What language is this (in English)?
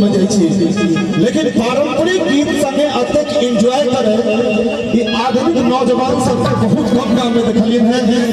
Maithili